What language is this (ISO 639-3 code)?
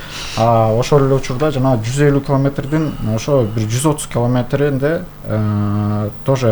kir